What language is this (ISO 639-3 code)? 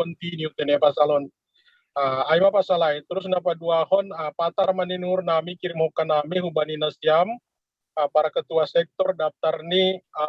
bts